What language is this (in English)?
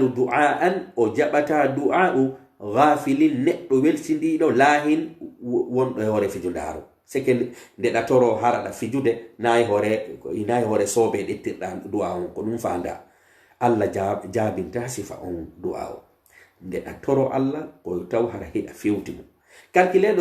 Pular